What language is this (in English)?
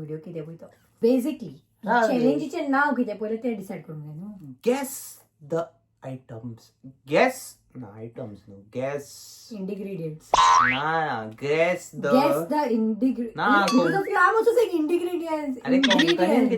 Konkani